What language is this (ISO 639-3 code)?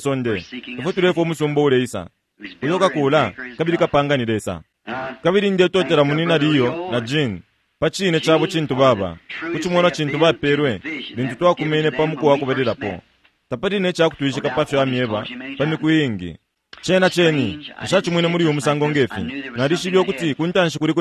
bem